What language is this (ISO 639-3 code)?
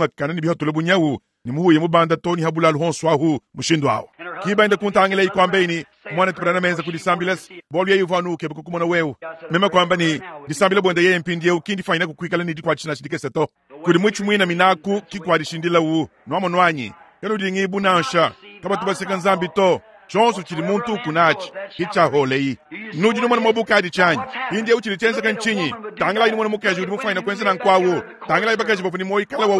lua